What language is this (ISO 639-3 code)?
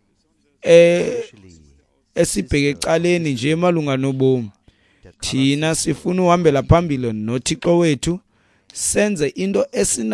xho